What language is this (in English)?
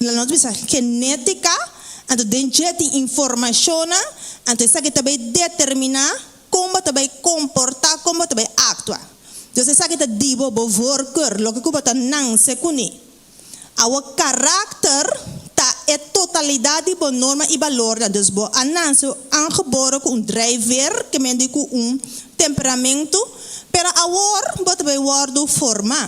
Papiamento